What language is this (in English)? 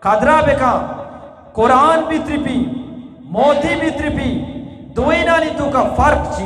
Eastern Balochi